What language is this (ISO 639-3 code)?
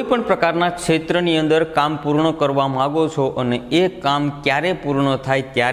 guj